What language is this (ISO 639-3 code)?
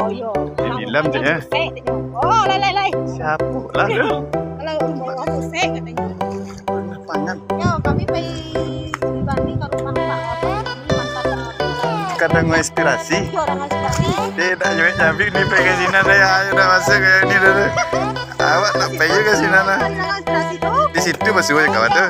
min